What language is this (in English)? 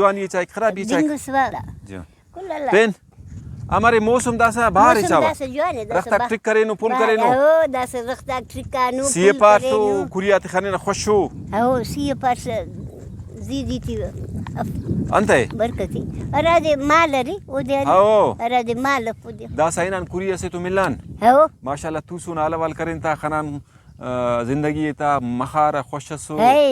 Brahui